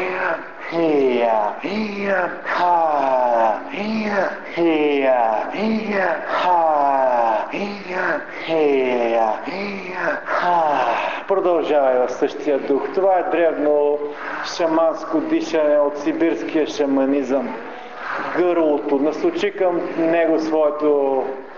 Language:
Bulgarian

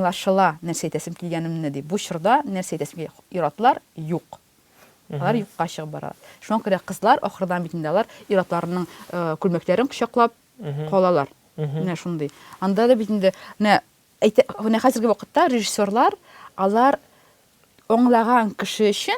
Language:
Tatar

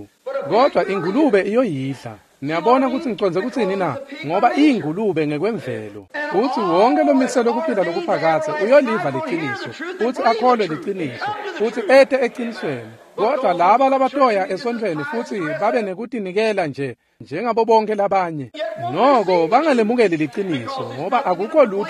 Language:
Swati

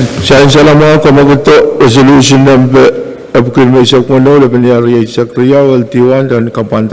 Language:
Pohnpeian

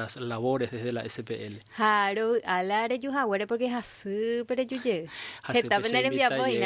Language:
Guarani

